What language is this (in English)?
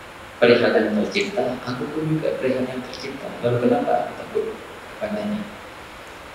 Indonesian